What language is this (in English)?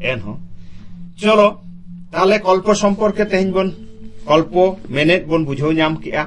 Santali